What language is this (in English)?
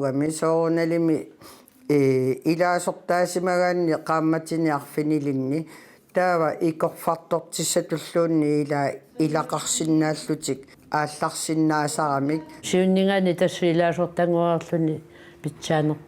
Kalaallisut